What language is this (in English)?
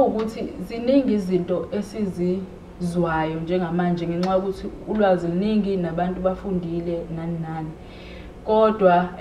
Zulu